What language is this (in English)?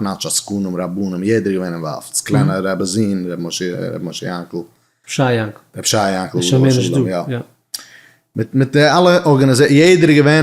Yiddish